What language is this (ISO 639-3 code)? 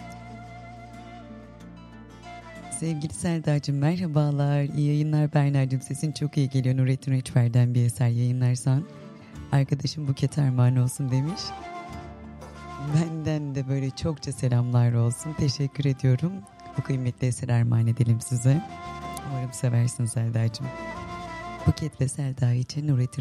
tur